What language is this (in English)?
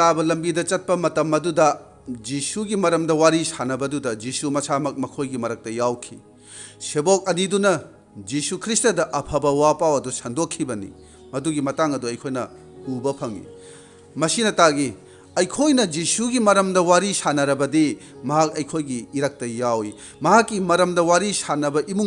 Manipuri